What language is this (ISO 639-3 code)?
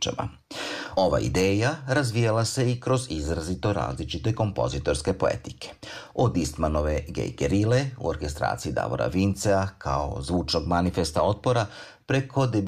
srp